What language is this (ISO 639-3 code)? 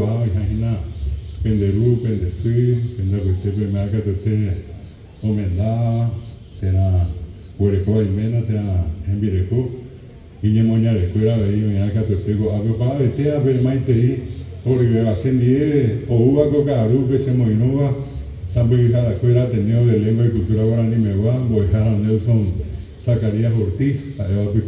grn